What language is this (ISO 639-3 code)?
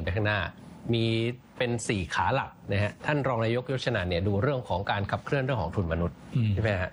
tha